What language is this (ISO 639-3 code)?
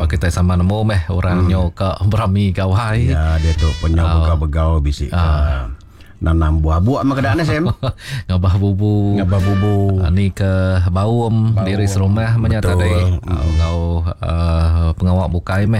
iba